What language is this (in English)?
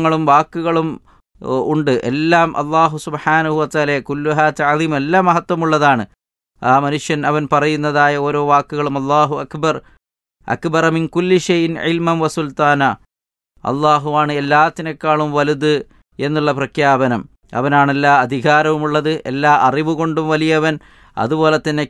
Malayalam